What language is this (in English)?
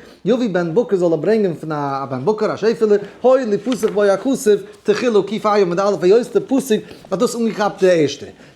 Yiddish